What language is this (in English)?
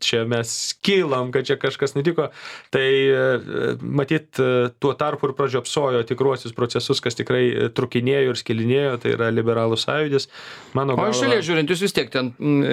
Lithuanian